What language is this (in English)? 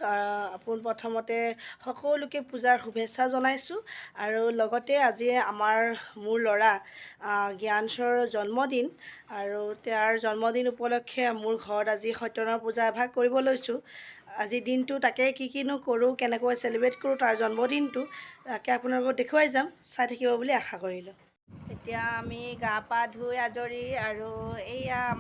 Assamese